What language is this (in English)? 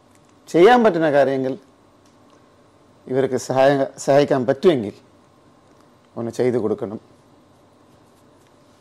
Malayalam